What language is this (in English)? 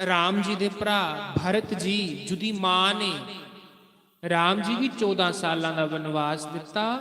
Dogri